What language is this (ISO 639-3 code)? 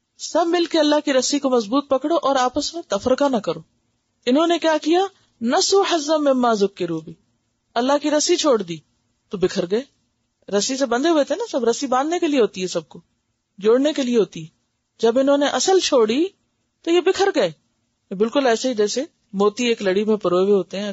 urd